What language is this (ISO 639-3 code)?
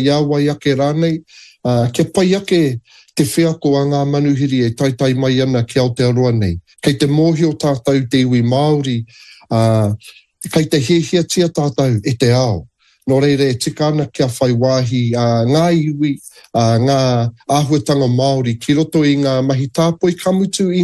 mri